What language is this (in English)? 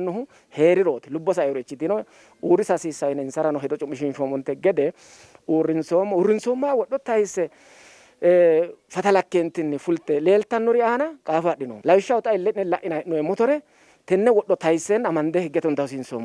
Sidamo